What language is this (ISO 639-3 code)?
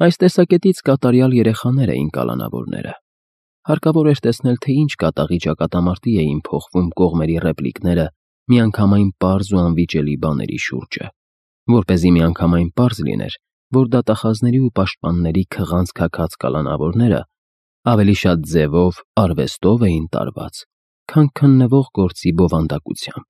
hye